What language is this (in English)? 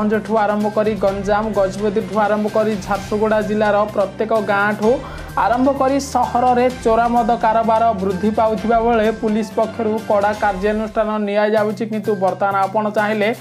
Odia